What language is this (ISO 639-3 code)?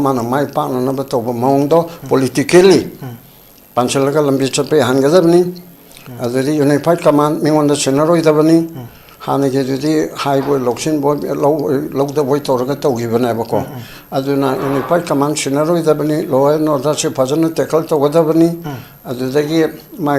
mni